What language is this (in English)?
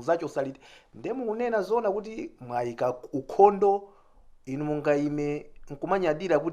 Nyanja